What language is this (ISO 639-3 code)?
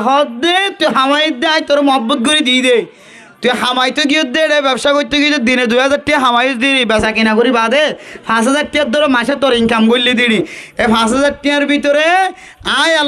rhg